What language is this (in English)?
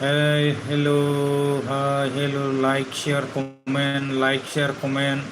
Bodo